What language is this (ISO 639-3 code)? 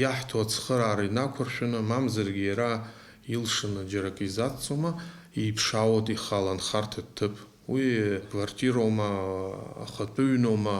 abk